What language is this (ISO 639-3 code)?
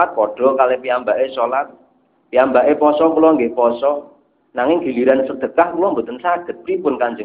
jav